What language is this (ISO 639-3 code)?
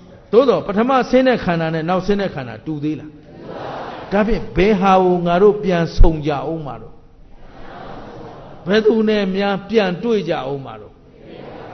mya